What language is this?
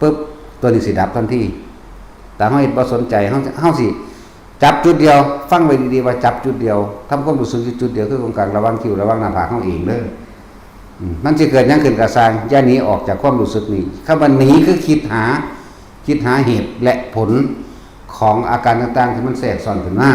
Northeastern Thai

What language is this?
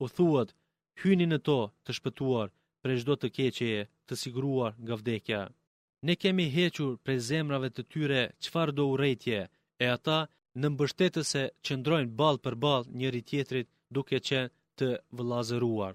Albanian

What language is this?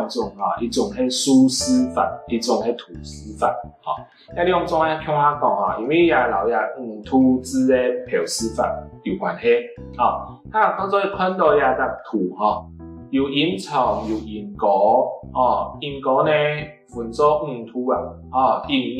Hakka Chinese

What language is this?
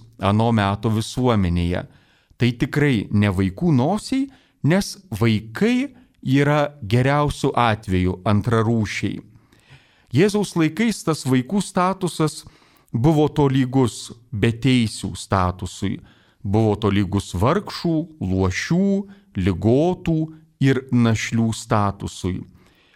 Lithuanian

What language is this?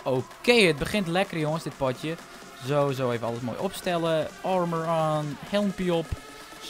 Dutch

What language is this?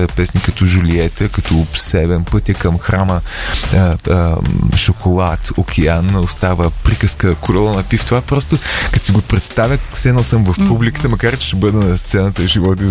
Bulgarian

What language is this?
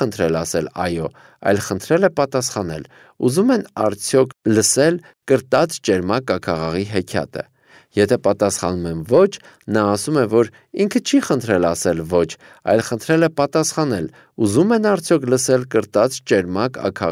Armenian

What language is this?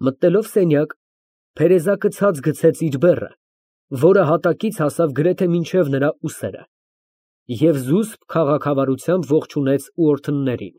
Armenian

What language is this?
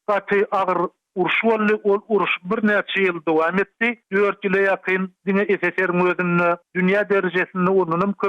Turkmen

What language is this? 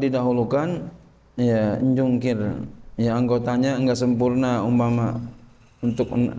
Indonesian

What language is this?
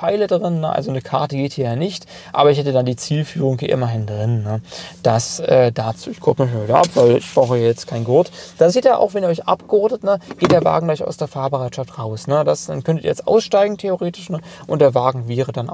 German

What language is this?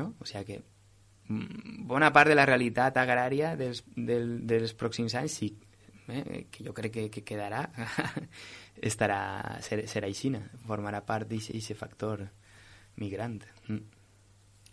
Catalan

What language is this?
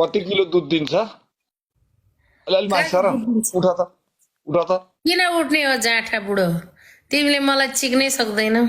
Nepali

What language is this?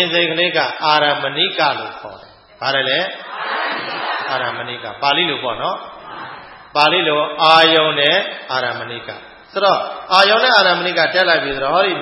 Burmese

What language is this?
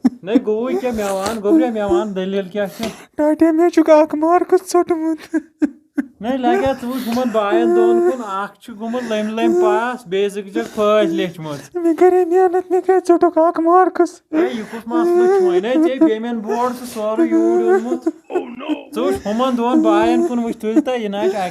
Kashmiri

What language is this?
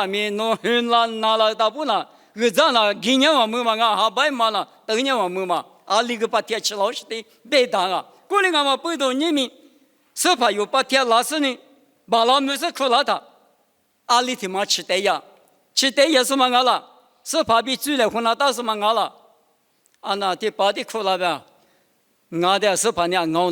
Lisu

